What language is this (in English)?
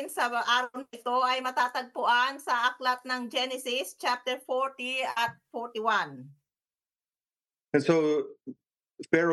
Filipino